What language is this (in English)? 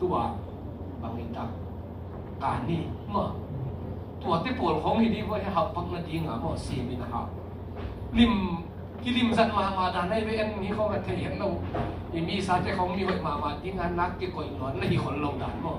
Tedim Chin